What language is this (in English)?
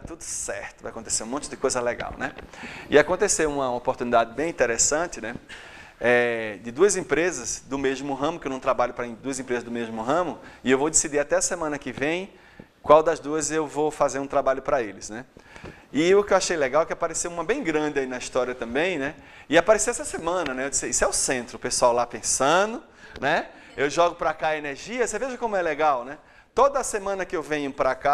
Portuguese